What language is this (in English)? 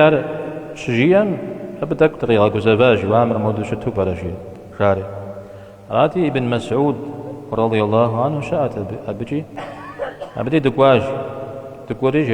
Kabardian